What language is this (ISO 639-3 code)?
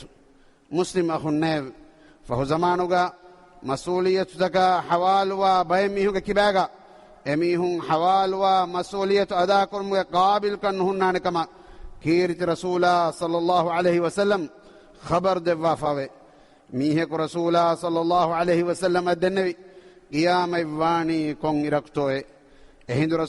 div